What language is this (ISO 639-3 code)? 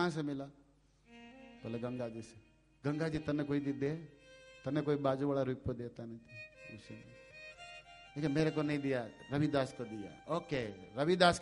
hin